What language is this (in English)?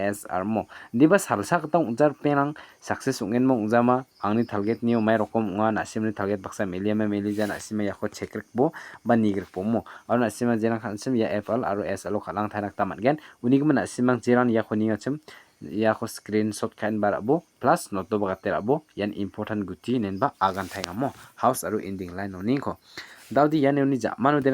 Garo